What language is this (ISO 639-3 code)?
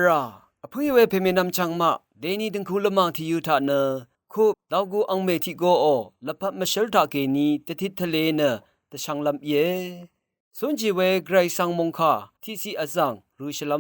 raw